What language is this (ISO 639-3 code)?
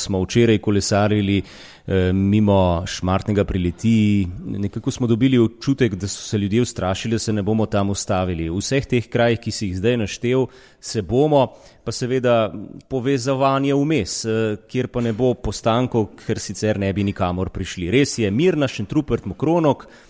slv